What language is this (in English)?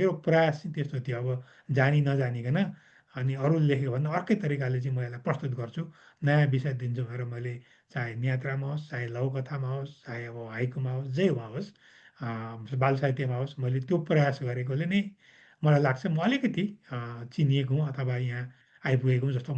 Nepali